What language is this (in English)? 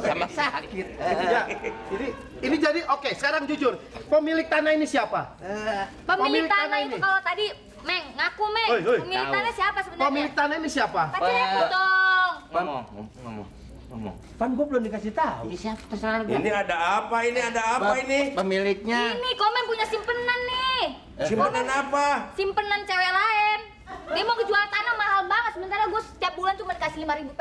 Betawi